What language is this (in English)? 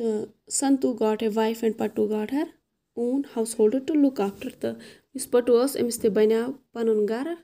Kashmiri